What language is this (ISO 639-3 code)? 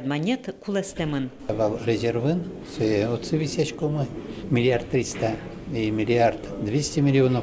udm